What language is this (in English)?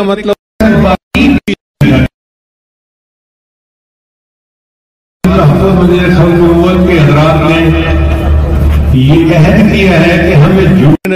Urdu